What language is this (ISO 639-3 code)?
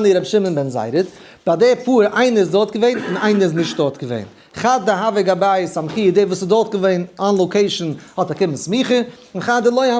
yid